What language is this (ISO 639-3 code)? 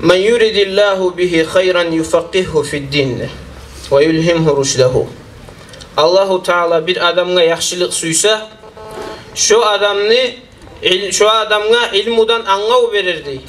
kum